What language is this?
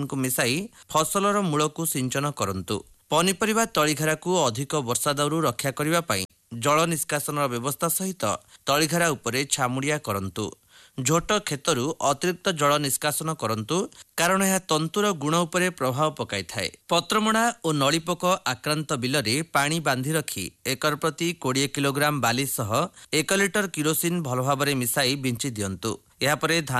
Odia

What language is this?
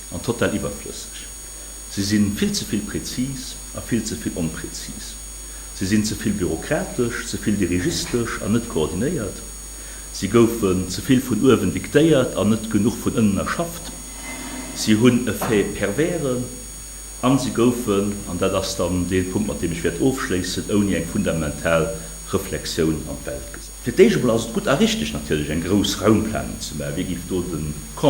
Luxembourgish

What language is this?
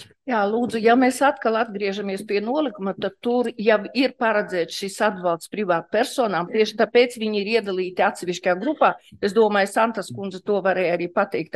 Latvian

